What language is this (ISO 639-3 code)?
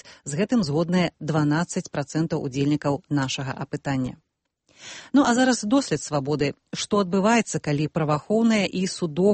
bel